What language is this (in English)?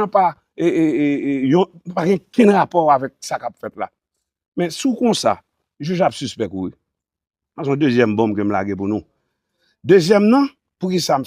Haitian Creole